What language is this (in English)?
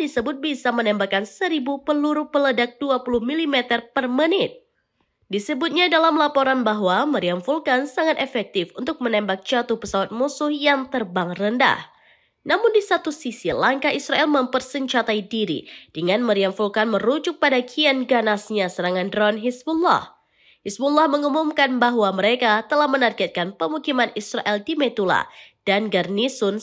Indonesian